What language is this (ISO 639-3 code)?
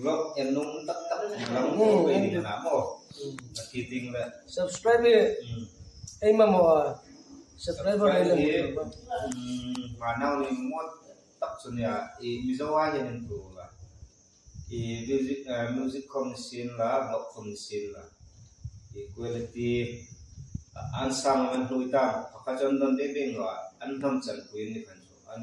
hmr